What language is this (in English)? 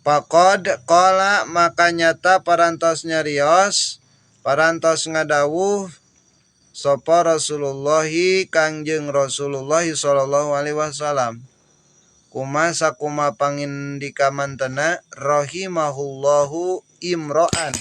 Sundanese